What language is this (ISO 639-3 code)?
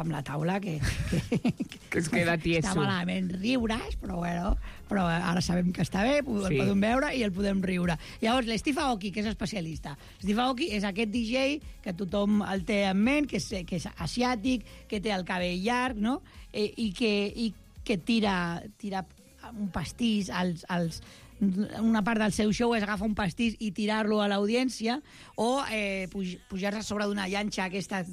cat